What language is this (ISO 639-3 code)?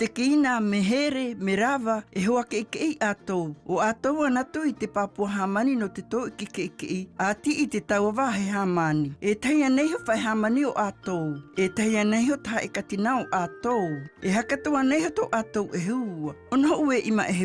mqm